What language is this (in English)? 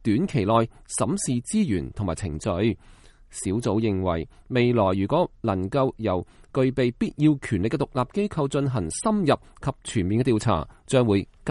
Cantonese